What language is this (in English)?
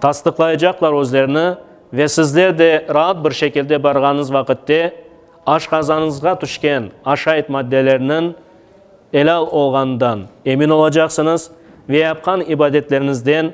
Crimean Tatar